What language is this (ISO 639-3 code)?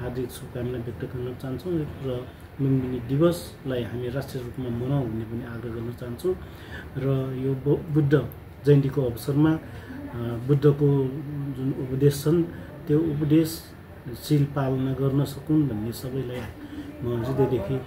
nep